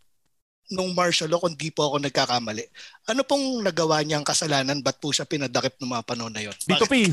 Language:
Filipino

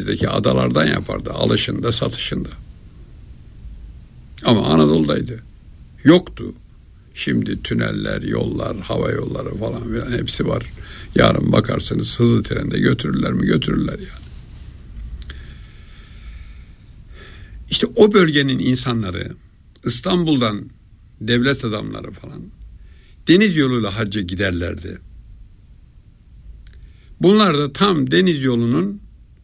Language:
Turkish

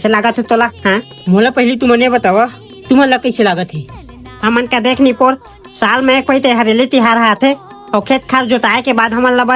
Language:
Chhattisgarhi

